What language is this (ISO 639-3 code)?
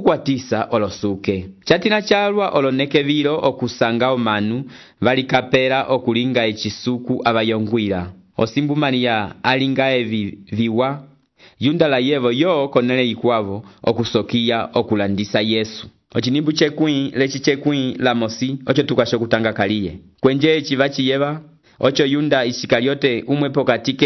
umb